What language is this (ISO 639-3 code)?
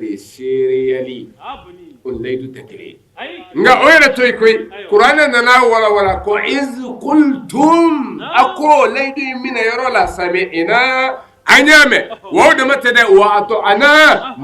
bam